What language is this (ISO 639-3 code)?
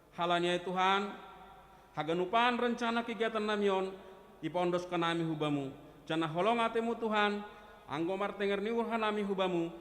bts